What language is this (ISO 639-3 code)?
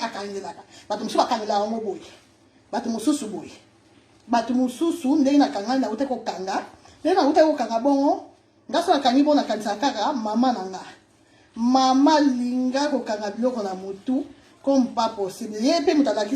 lin